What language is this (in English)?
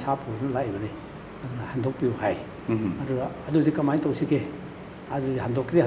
Manipuri